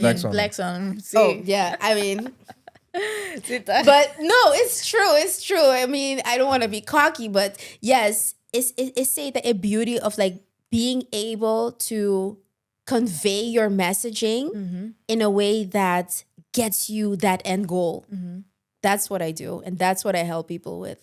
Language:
Papiamento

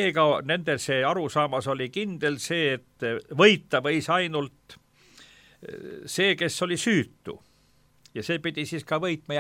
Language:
Estonian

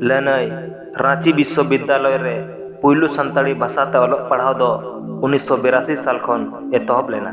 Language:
Santali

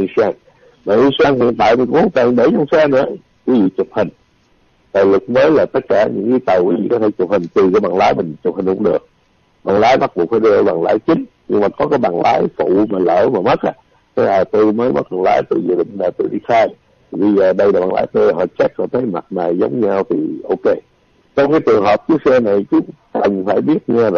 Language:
Vietnamese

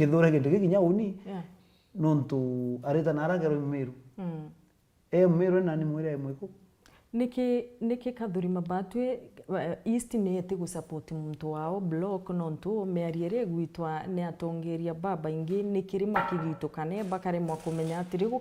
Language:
Meru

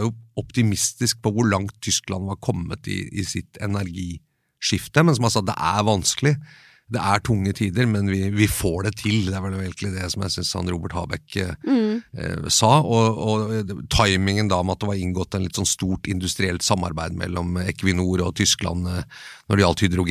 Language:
Norwegian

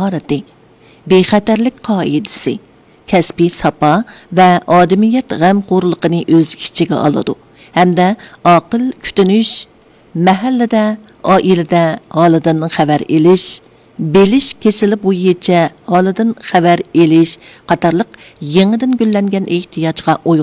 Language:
Uyghur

